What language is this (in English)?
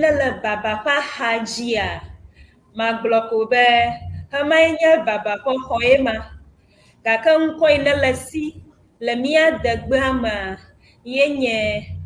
Ewe